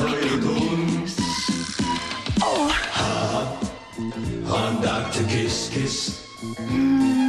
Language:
Finnish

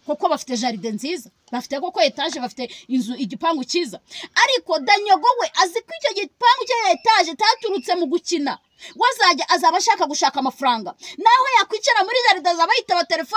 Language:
Kinyarwanda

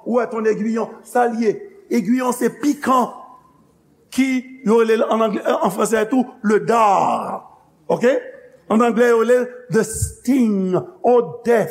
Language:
Haitian Creole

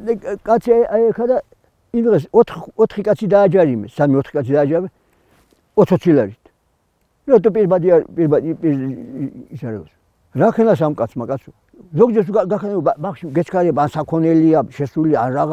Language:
Georgian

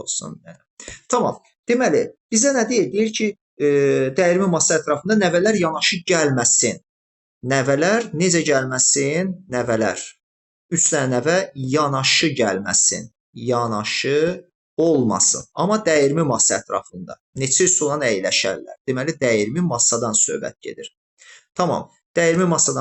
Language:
Azerbaijani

